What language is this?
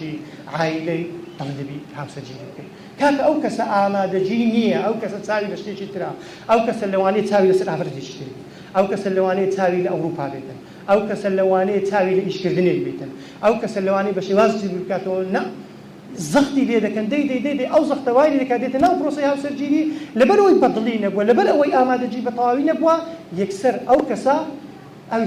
Central Kurdish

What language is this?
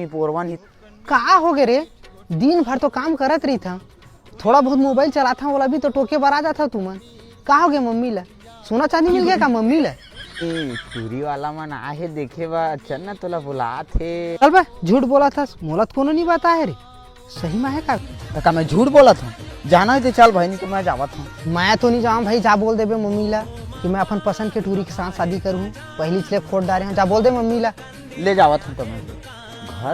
Chhattisgarhi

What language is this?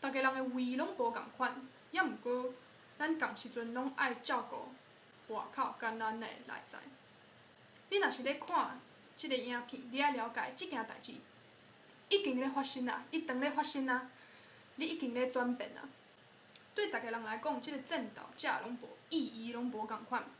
Min Nan Chinese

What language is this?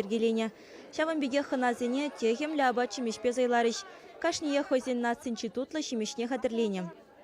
Chuvash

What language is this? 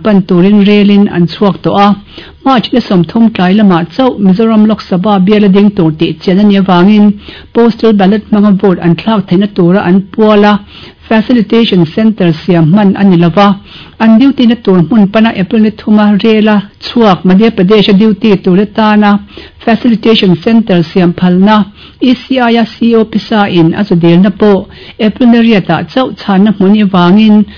Mizo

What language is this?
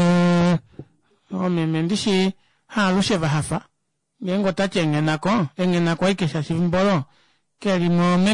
Kuanyama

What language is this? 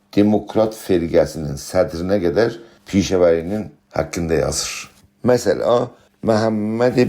South Azerbaijani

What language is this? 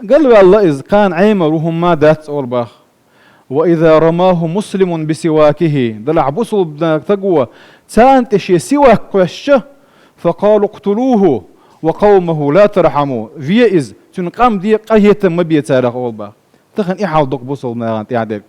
Chechen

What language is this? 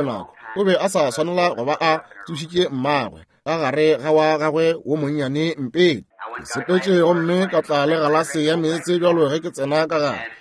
Northern Sotho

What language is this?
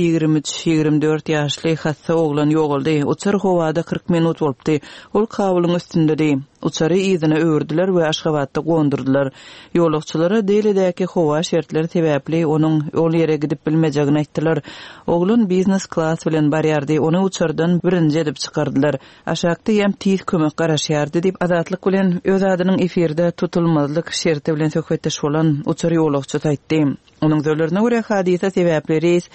Turkmen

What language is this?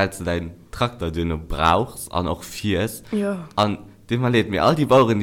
Luxembourgish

